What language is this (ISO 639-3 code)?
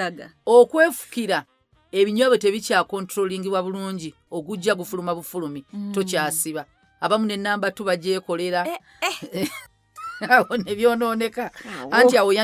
lug